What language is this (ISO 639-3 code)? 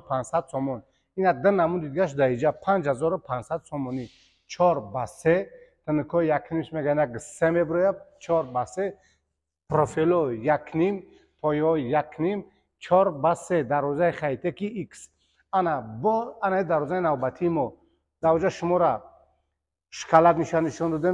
tgk